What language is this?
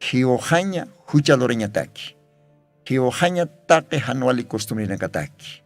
Aymara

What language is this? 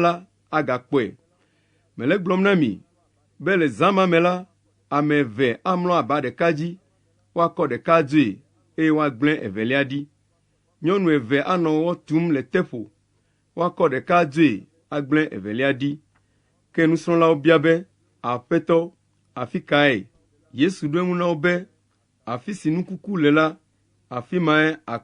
Ewe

